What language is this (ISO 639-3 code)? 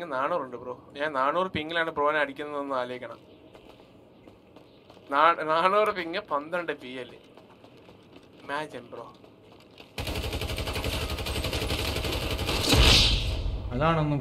mal